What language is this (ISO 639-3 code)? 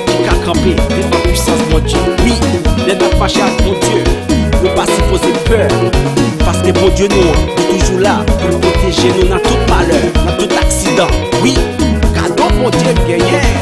hat